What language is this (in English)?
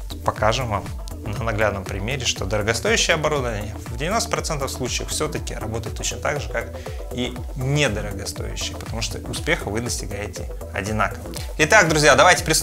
Russian